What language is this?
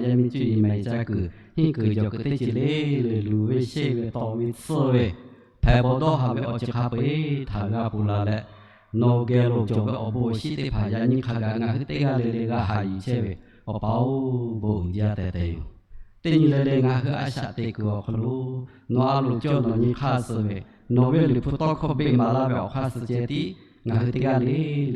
Lahu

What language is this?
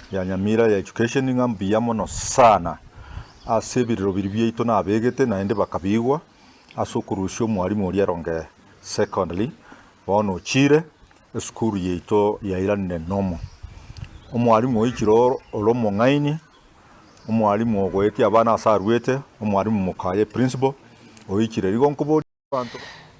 Gusii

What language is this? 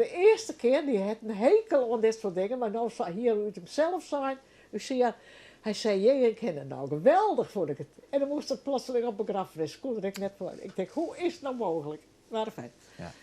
Western Frisian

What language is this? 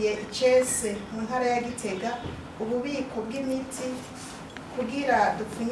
Rundi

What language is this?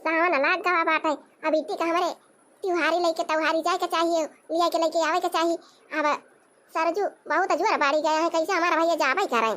Awadhi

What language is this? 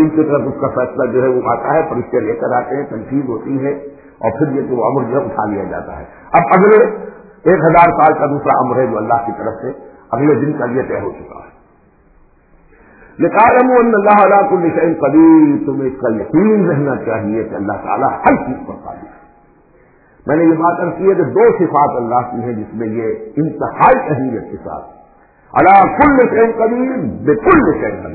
Urdu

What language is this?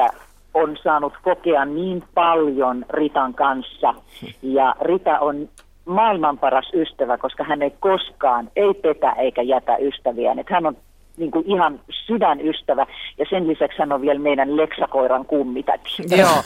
Finnish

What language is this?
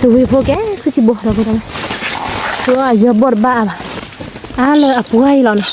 S'gaw Karen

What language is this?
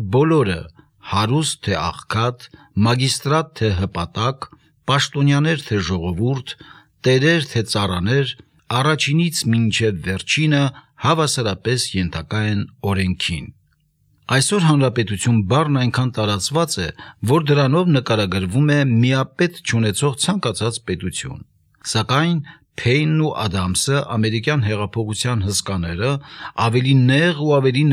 Armenian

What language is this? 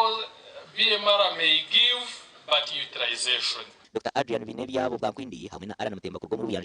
Nyankole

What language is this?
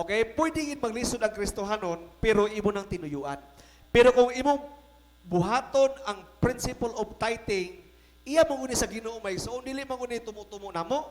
Cebuano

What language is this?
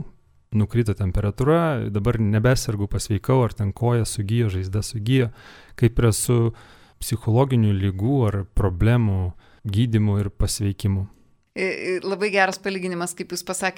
Lithuanian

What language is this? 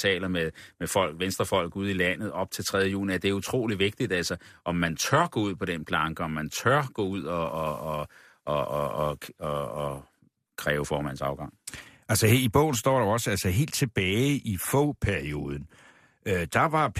Danish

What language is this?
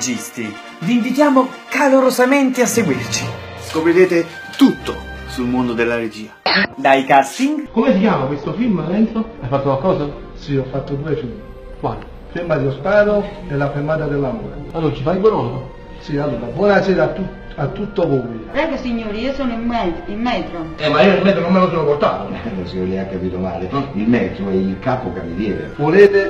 Italian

